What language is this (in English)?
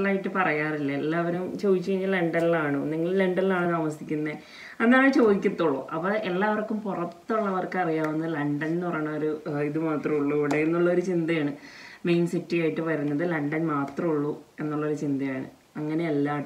Malayalam